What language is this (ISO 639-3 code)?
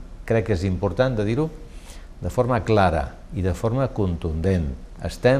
cat